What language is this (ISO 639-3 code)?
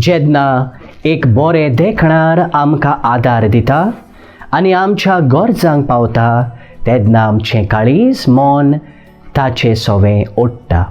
kok